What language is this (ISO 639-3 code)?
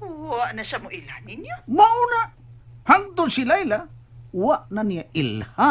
ceb